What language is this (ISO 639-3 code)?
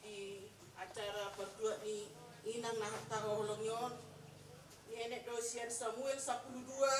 bbc